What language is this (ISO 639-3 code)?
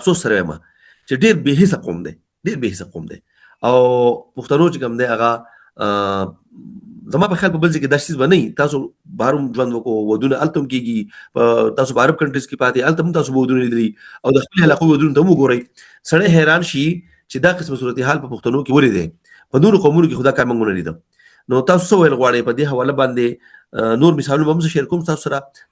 pus